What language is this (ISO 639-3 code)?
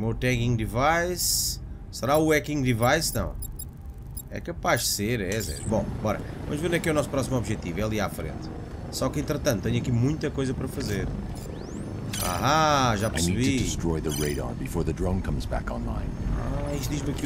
por